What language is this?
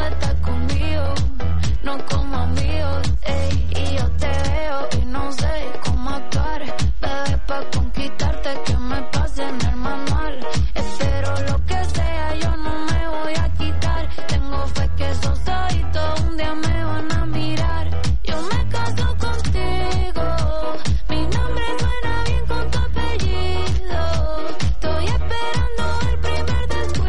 Spanish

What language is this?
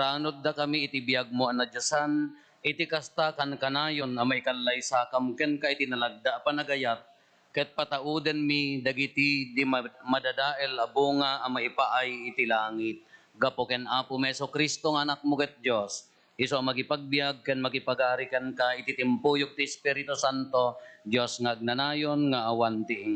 Iloko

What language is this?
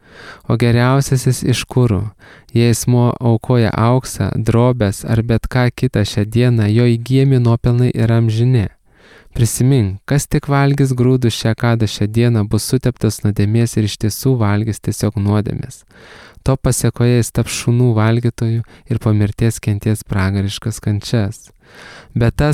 Lithuanian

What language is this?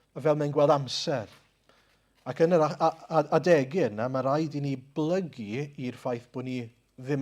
Welsh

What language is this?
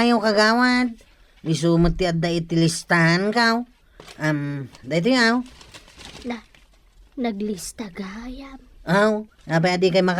Iloko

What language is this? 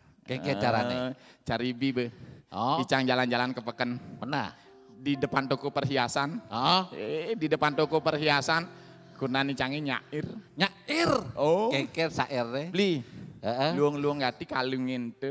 Balinese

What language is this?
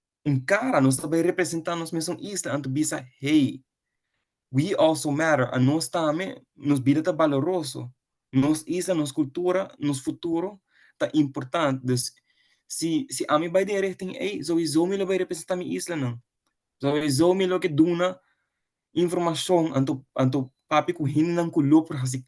Papiamento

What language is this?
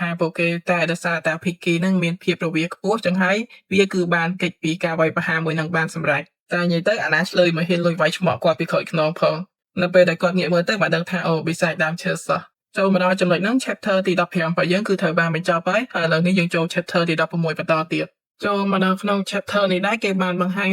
Khmer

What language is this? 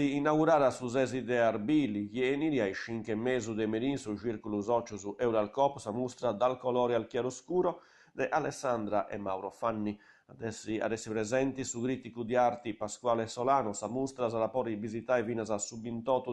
Sardinian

